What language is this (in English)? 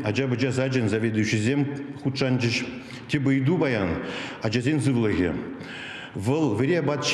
Chuvash